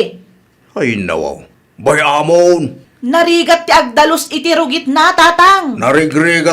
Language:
Iloko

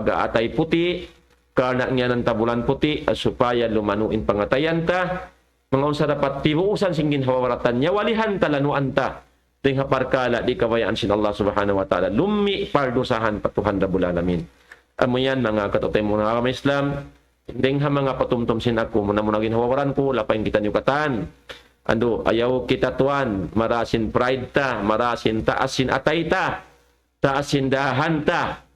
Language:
Tausug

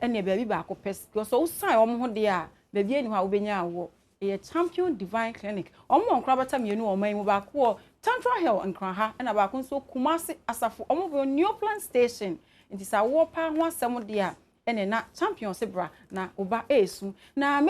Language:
Akan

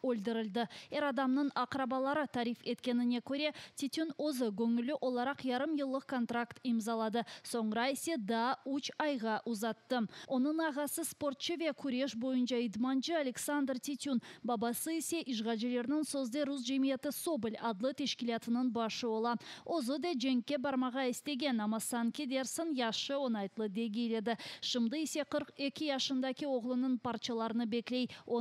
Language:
Crimean Tatar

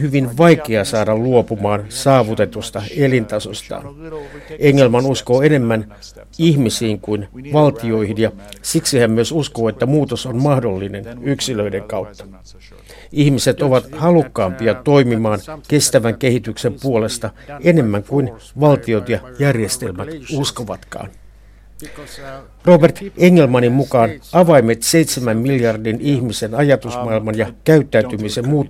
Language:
Finnish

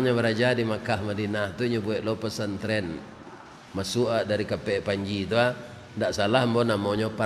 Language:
Minangkabau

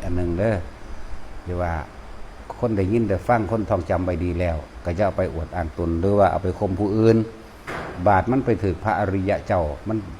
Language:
Northeastern Thai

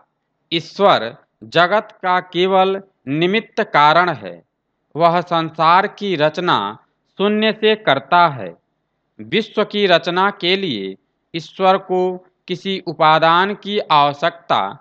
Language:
Hindi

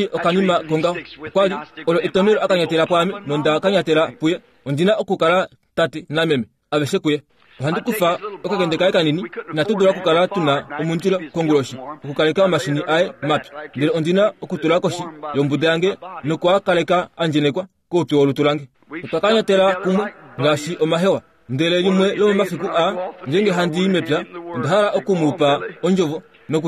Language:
Kuanyama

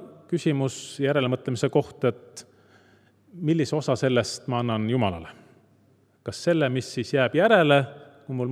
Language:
Estonian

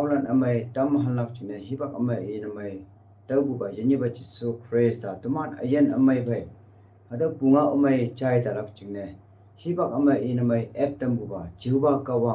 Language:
Konyak Naga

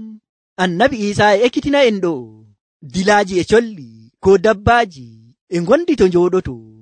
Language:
Nigerian Fulfulde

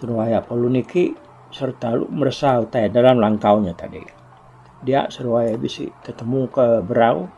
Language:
Iban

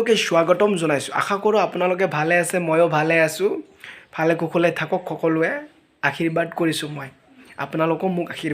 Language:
Assamese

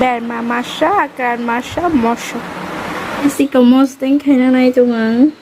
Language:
Kok Borok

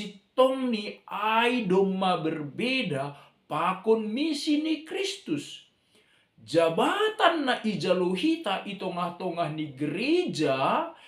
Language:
Batak Simalungun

